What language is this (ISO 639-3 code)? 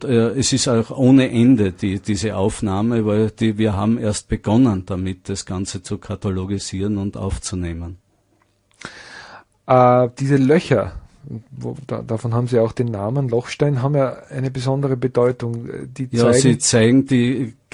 deu